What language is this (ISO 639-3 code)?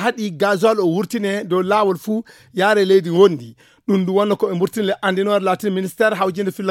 ful